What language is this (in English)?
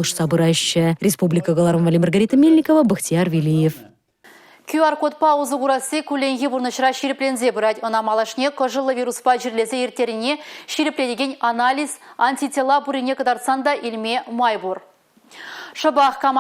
Chuvash